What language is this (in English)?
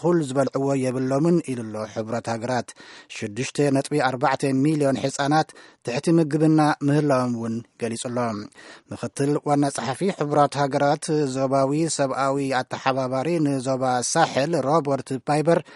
Tigrinya